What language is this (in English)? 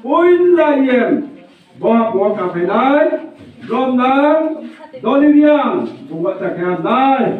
Riang (India)